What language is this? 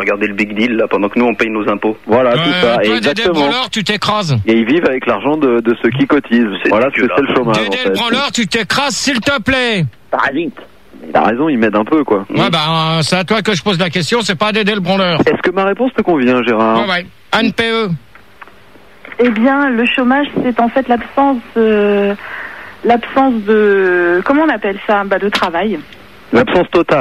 French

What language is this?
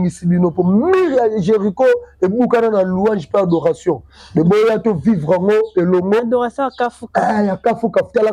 Lingala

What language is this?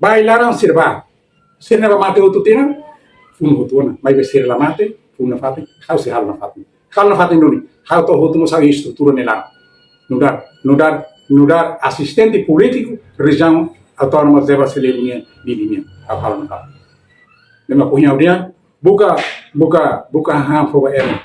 Tetum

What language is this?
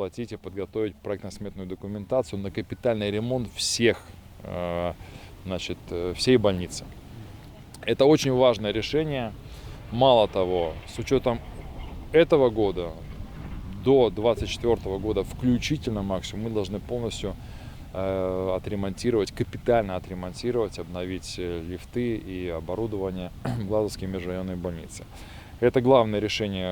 Udmurt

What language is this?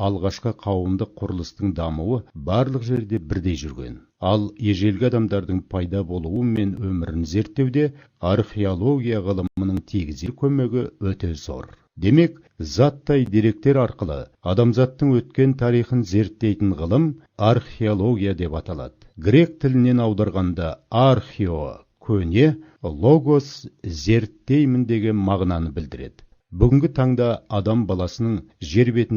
Kazakh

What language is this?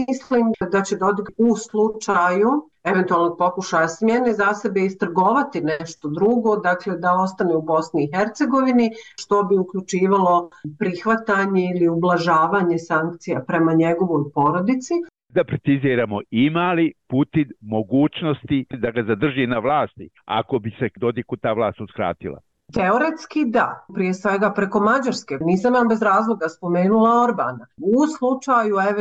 Bosnian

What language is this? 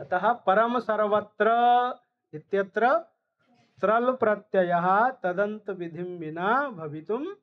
Sanskrit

